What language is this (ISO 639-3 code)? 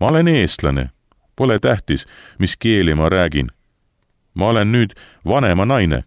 est